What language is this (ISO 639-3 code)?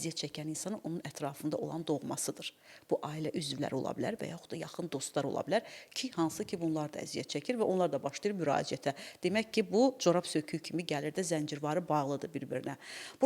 aze